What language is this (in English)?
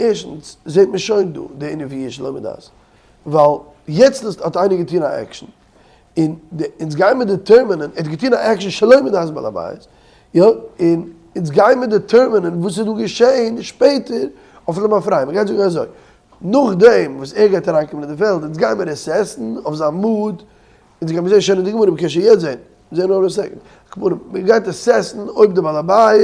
Yiddish